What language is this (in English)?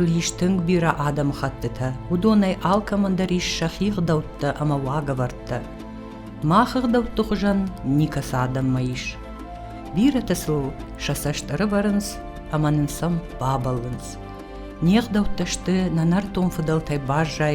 Ossetic